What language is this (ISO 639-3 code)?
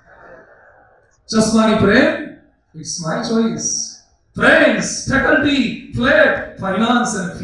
guj